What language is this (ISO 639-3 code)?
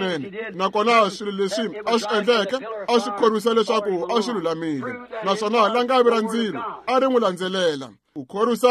tso